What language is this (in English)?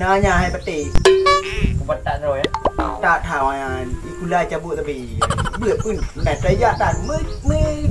Achinese